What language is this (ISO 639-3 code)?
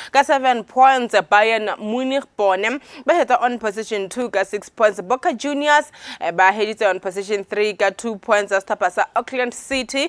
tsn